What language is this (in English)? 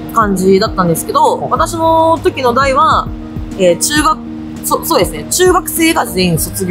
Japanese